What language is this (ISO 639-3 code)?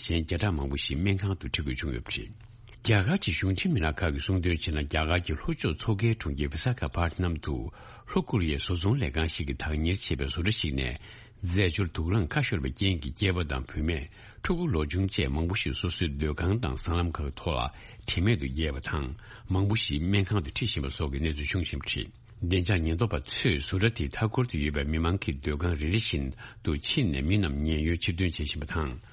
bod